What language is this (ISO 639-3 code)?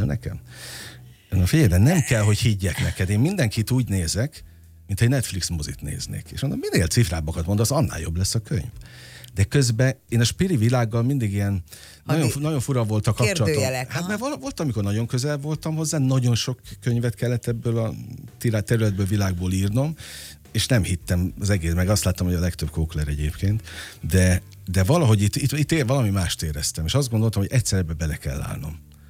hun